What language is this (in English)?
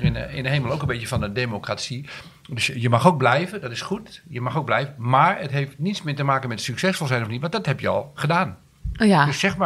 Dutch